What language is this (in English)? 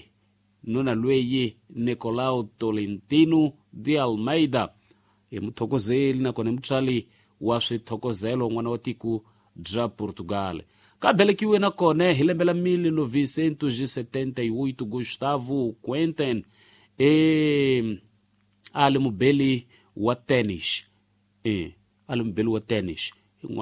Tsonga